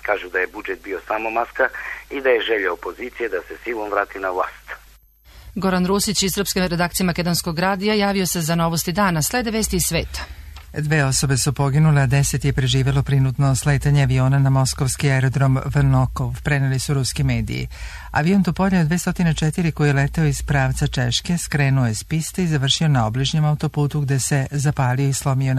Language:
Serbian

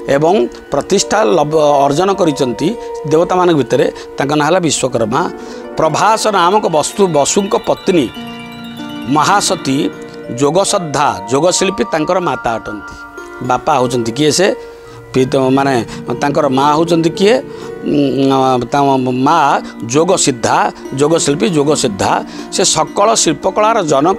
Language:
Odia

